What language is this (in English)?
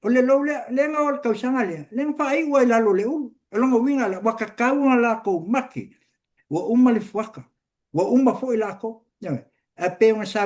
Samoan